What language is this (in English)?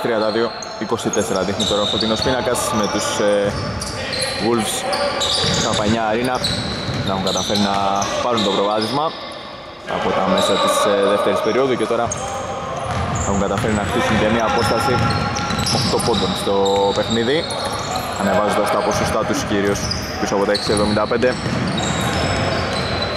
Greek